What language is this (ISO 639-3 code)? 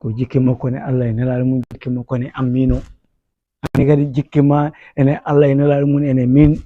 ful